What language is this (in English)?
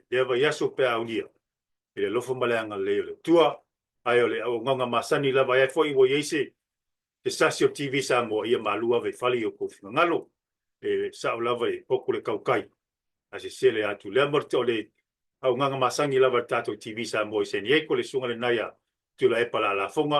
Samoan